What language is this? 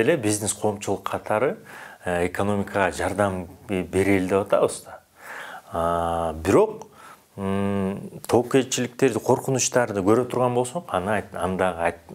Kyrgyz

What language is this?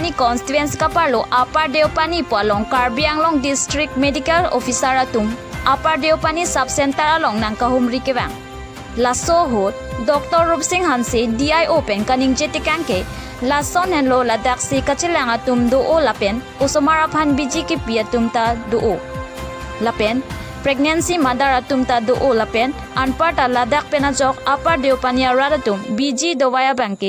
Karbi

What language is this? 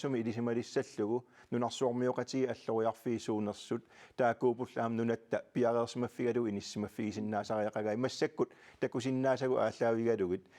Kalaallisut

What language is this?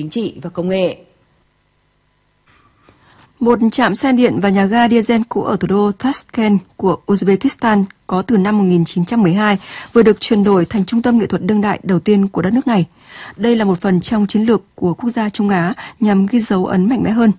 Vietnamese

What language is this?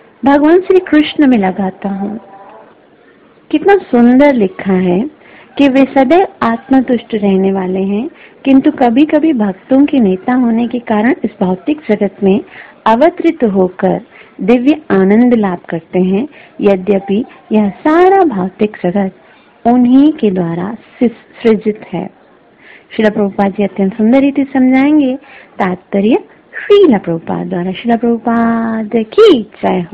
Hindi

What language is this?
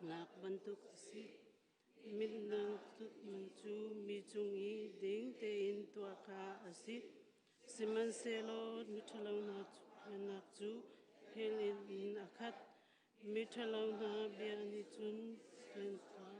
Hakha Chin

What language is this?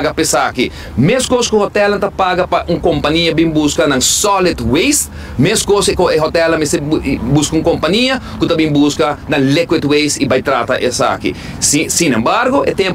Papiamento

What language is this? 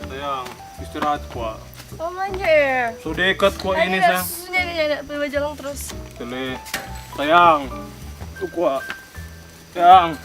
Manado Malay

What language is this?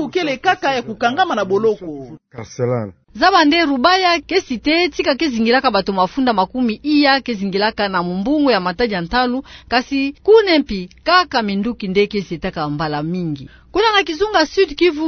Kituba (Democratic Republic of Congo)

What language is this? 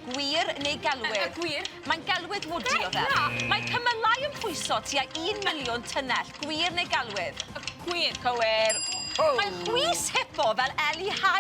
Welsh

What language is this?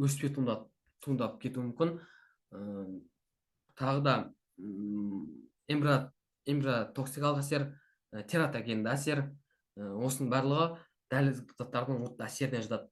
Kazakh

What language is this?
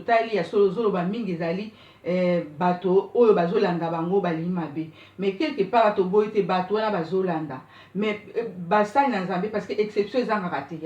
Lingala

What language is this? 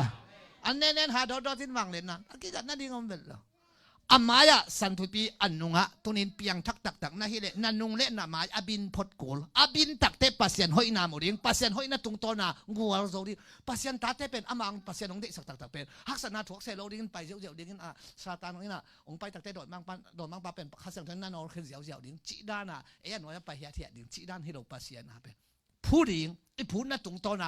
Tedim Chin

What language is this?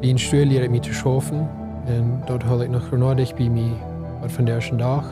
Plautdietsch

